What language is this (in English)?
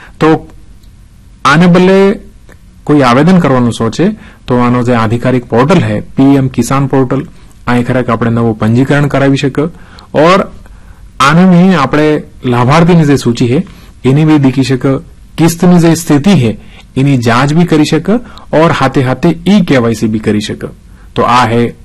Gujarati